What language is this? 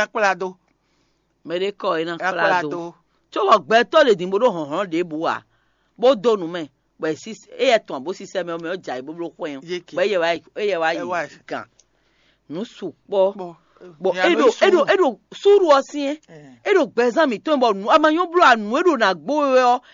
Fon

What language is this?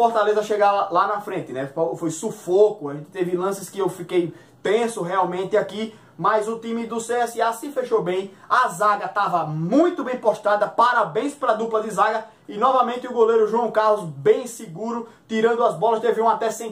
Portuguese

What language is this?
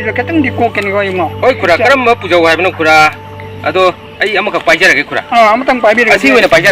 Manipuri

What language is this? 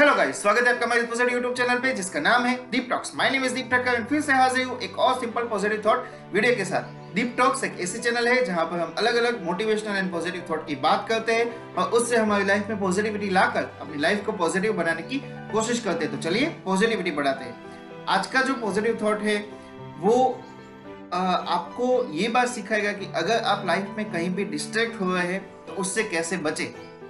Hindi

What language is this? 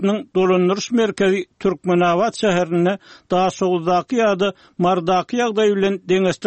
Turkmen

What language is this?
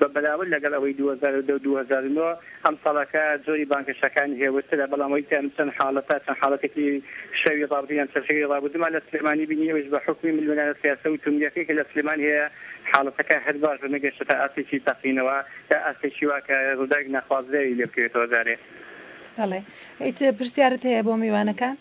Central Kurdish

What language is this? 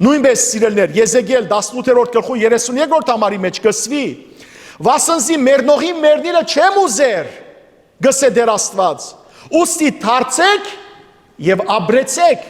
Western Armenian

